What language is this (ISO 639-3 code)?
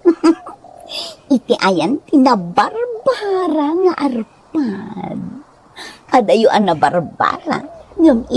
ilo